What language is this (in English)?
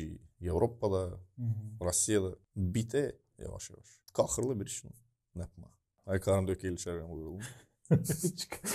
Gagauz